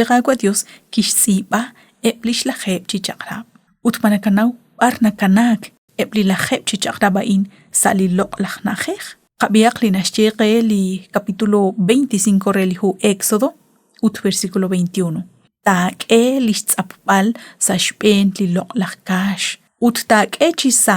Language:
Kekchí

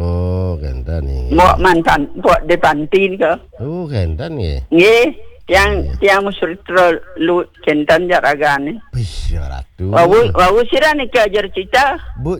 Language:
Balinese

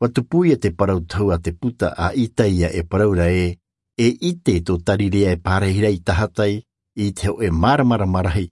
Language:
Tahitian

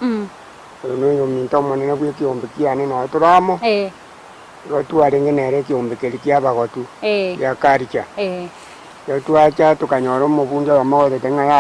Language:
Gusii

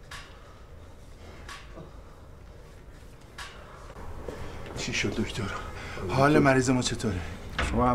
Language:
Persian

